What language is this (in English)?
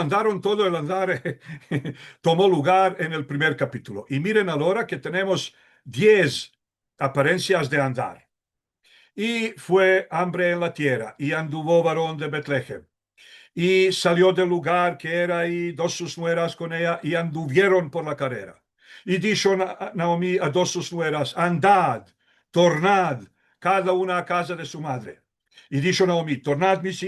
Ladino